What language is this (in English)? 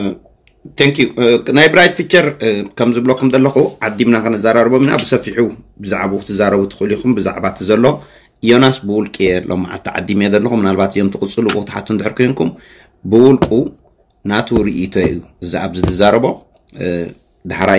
Tigrinya